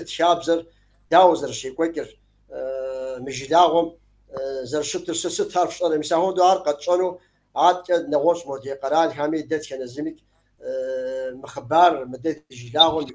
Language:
Kabardian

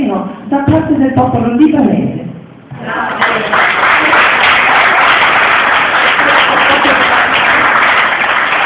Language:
Italian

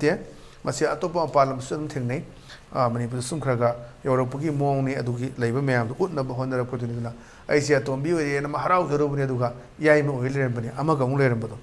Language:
Manipuri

